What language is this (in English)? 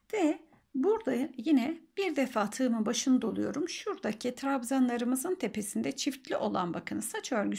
Turkish